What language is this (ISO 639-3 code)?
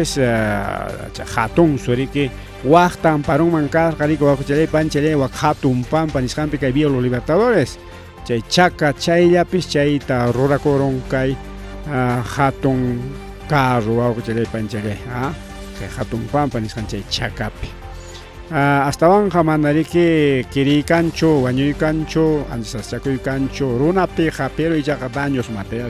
quy